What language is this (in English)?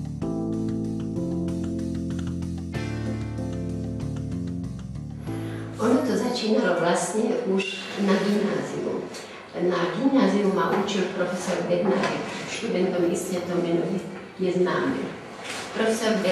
Slovak